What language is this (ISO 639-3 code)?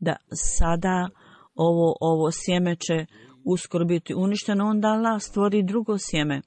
bos